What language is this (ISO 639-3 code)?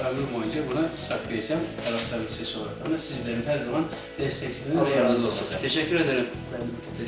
tur